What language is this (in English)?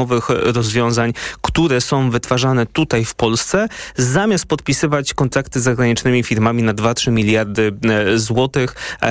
Polish